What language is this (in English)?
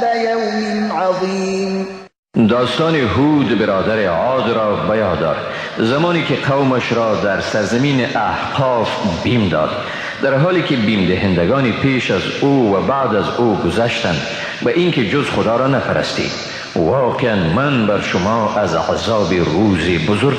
Persian